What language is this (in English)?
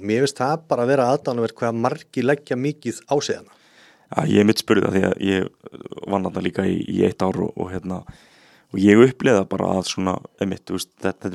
Icelandic